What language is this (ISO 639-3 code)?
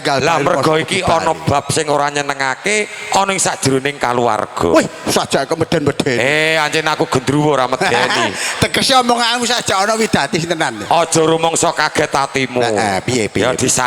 jav